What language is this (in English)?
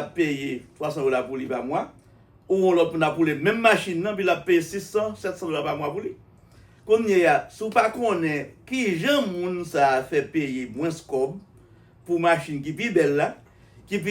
Haitian Creole